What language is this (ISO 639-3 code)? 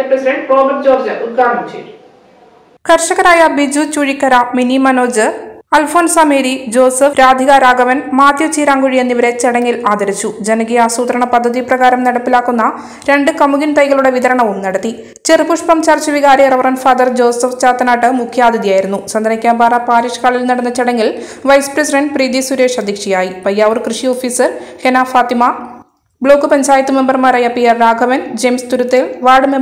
mal